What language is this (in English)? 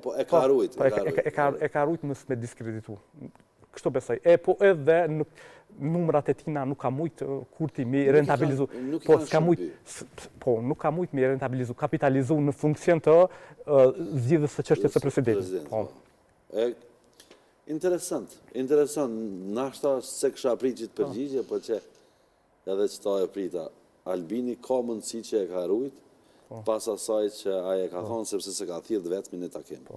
Albanian